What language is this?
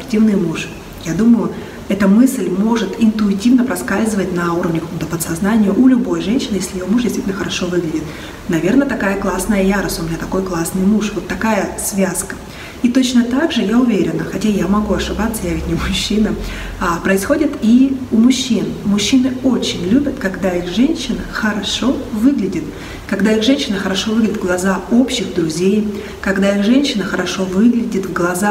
Russian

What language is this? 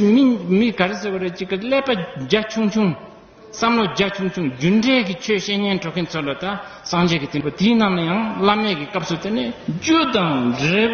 Tibetan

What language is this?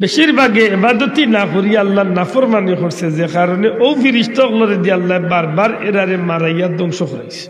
Sylheti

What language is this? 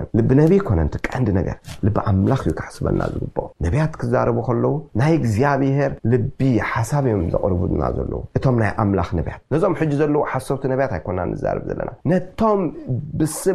Tigrinya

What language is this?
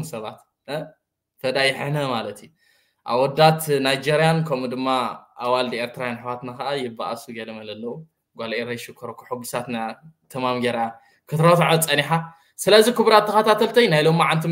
Tigrinya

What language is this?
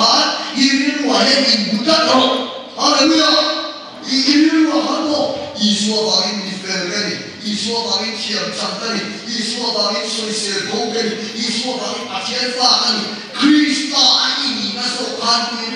Vietnamese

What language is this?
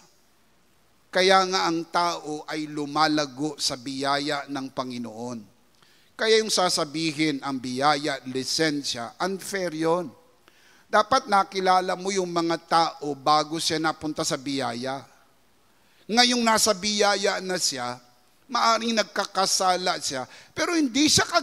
Filipino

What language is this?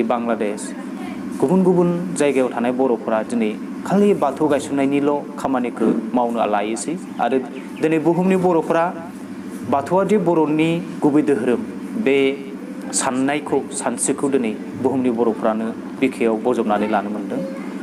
Bodo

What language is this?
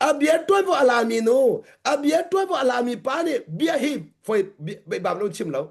Hakha Chin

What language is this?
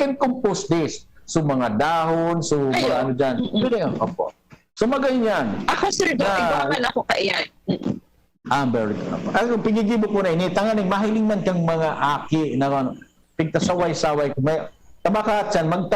Bikol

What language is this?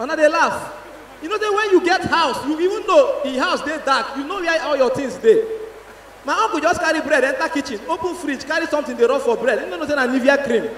Nigerian Pidgin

